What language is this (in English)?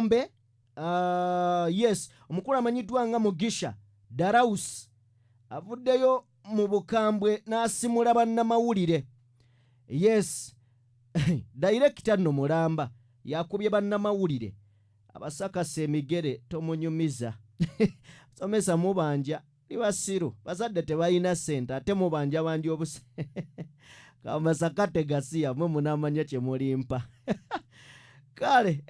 Ganda